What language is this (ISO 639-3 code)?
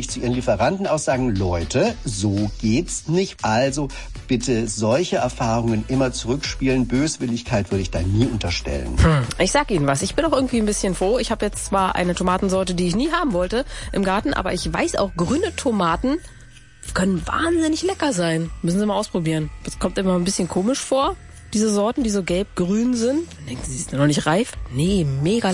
deu